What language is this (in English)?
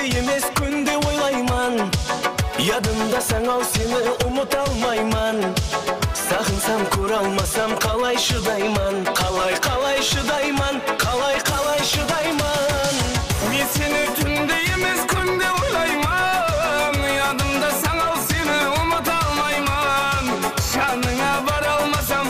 Kara-Kalpak